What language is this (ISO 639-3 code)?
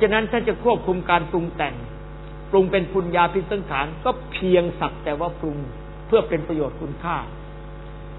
tha